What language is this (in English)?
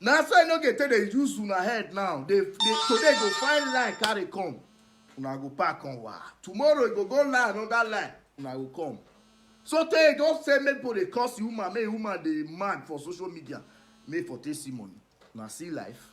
Nigerian Pidgin